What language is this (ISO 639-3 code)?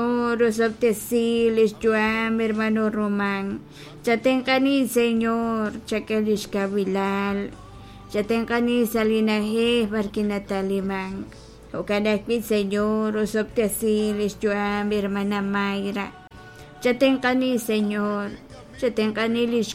kek